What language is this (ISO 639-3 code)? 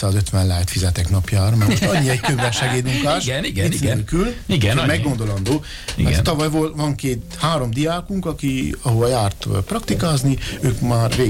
hun